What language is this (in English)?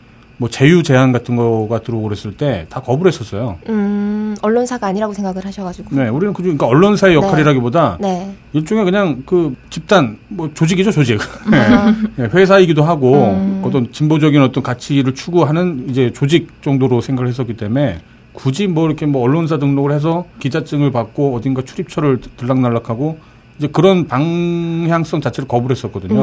Korean